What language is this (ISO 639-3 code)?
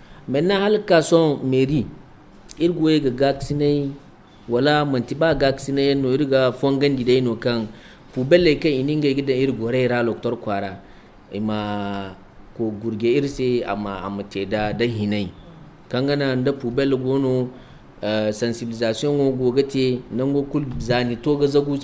dje